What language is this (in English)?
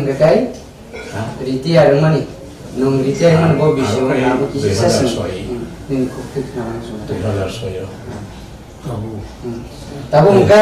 Kok Borok